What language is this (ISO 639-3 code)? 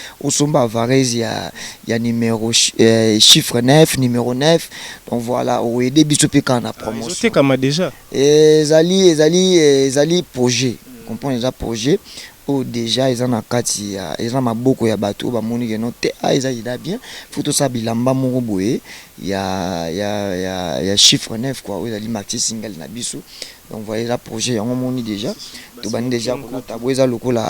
lin